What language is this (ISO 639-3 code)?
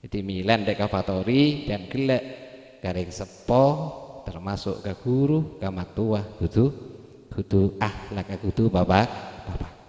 mad